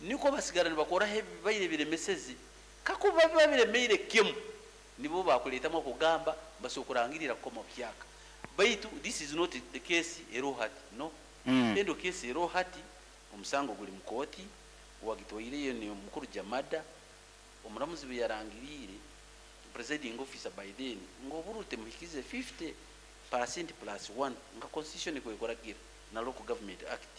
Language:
Nyoro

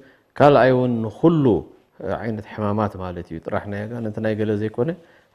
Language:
Tigrinya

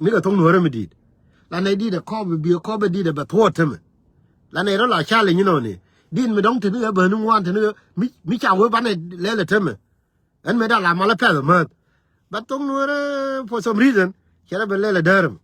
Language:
Nuer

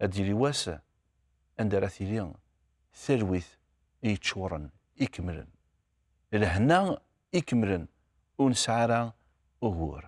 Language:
Kabyle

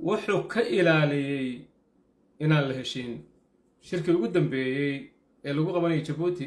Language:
Somali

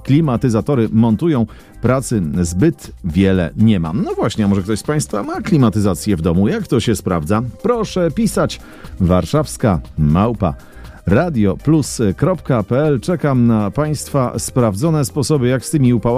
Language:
Polish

